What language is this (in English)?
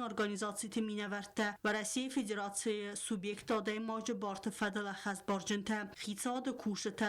Ossetic